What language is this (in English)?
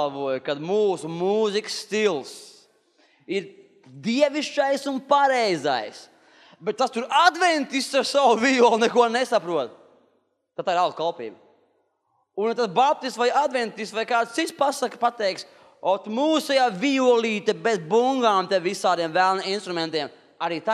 Latvian